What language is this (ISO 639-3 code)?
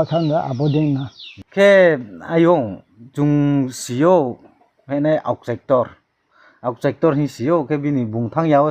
ria